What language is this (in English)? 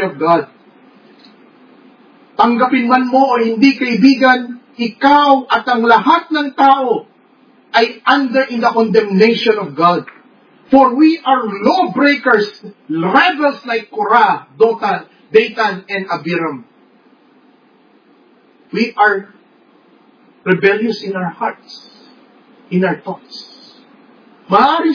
Filipino